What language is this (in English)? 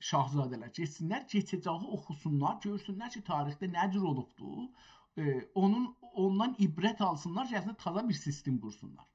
South Azerbaijani